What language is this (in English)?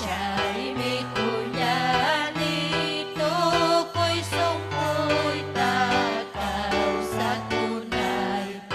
Ayacucho Quechua